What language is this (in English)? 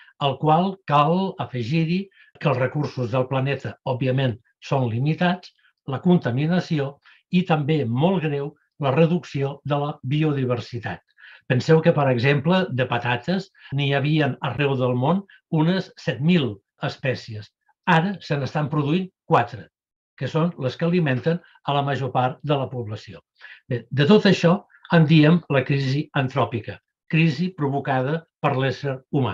Catalan